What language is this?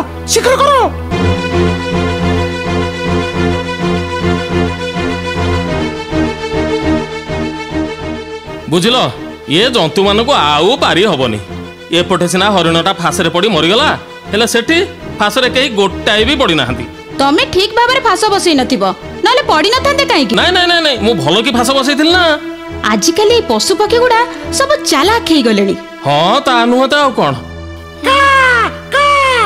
Odia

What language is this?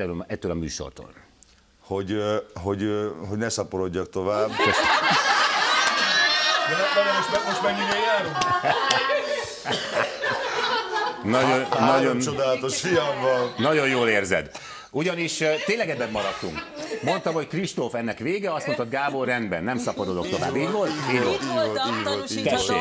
Hungarian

